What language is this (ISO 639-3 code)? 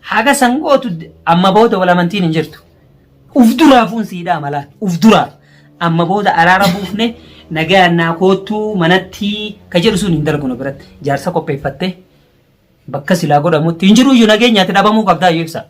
orm